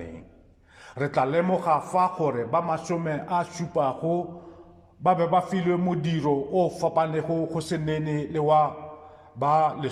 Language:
Northern Sotho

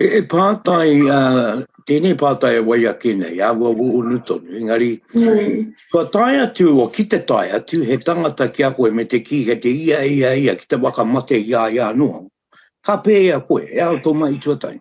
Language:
Māori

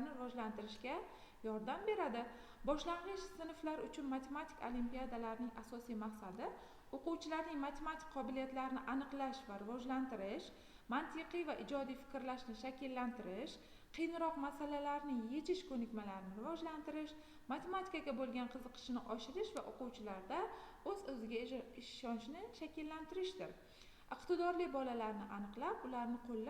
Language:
Uzbek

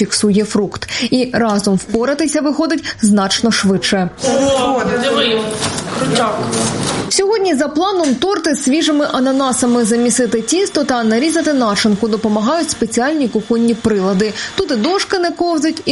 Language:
Ukrainian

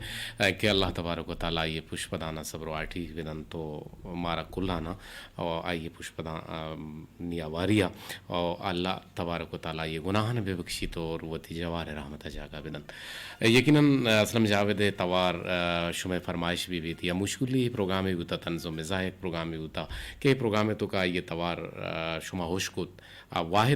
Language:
Eastern Balochi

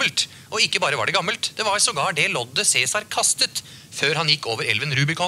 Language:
Norwegian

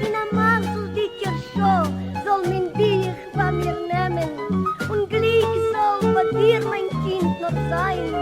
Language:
Yiddish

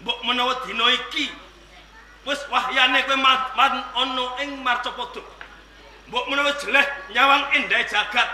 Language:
Javanese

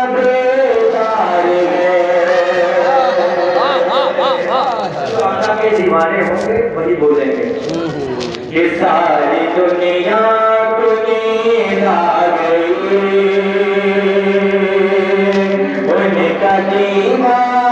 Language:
Hindi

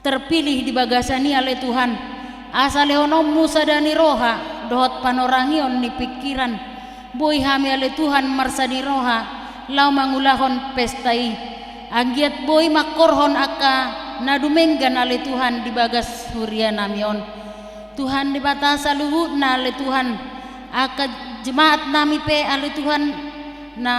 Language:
Batak Toba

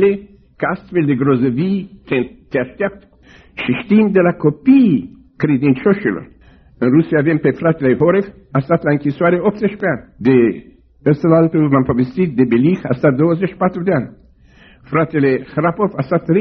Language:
Romanian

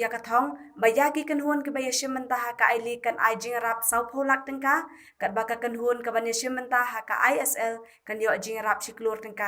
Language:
Khasi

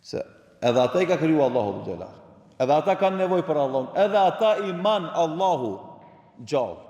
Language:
Albanian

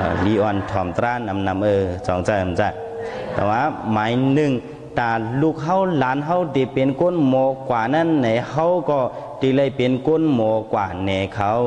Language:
Shan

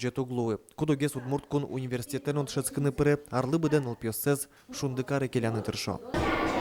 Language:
Udmurt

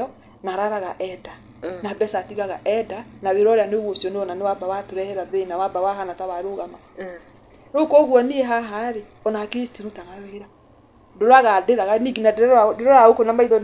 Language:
Kikuyu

